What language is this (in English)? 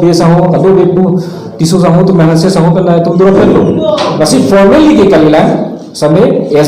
Karbi